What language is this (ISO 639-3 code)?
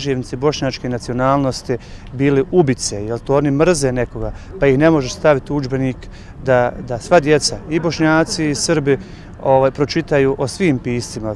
bos